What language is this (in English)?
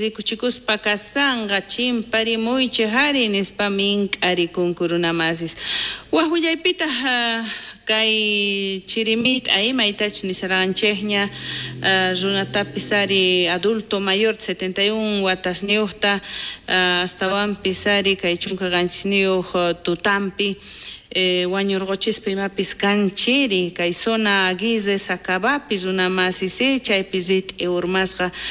South Bolivian Quechua